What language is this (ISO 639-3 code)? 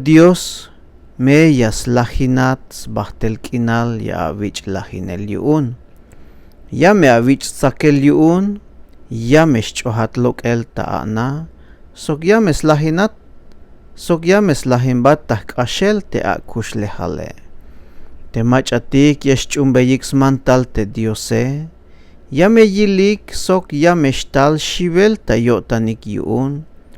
tzh